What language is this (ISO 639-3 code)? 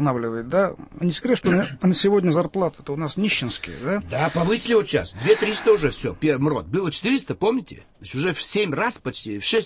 rus